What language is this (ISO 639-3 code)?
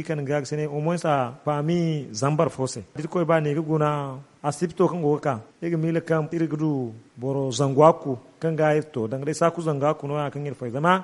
dje